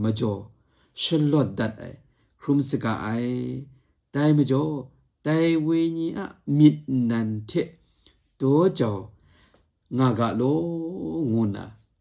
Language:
Kachin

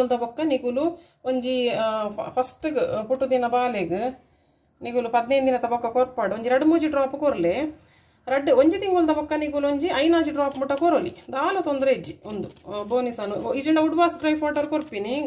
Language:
Tulu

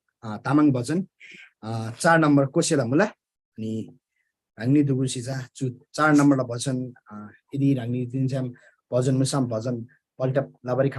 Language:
Eastern Tamang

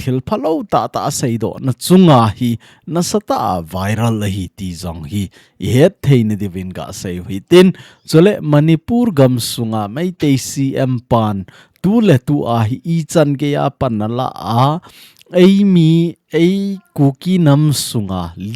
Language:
Thado Chin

